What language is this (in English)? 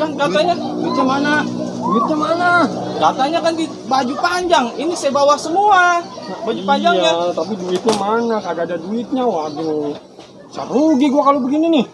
Betawi